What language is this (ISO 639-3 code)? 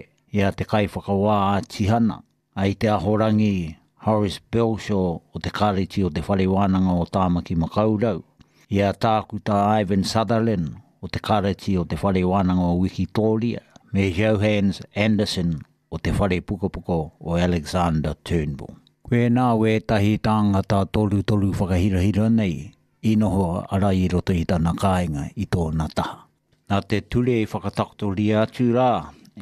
mri